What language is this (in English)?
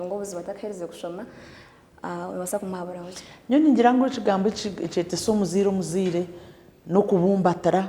Nyankole